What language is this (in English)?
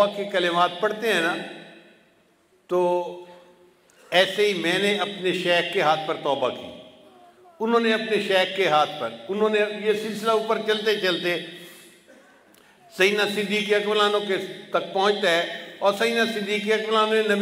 Urdu